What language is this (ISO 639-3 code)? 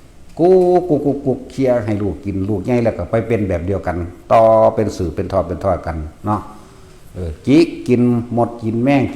tts